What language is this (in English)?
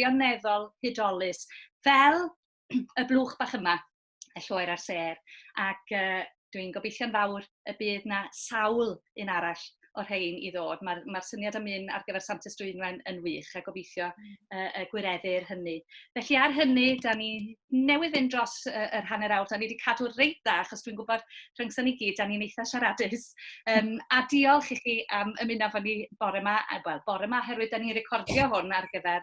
Welsh